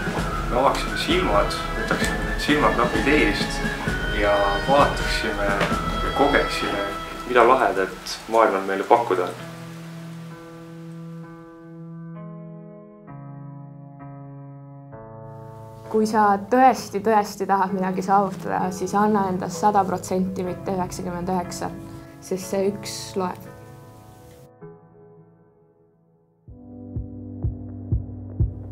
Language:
Estonian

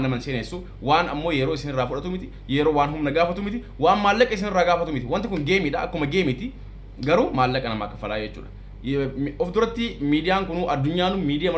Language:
Oromo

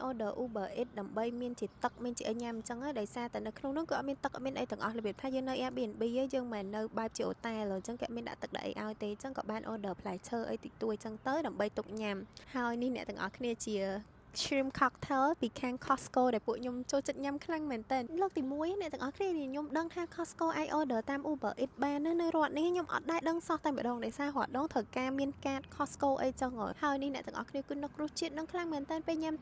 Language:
Khmer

